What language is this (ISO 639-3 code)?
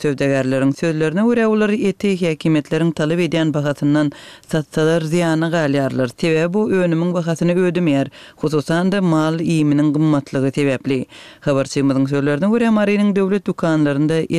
tuk